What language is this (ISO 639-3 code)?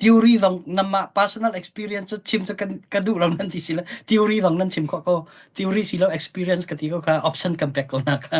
cnh